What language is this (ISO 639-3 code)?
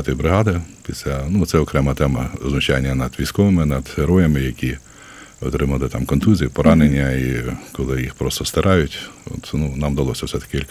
ukr